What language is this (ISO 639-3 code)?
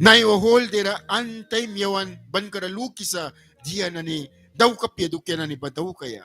miq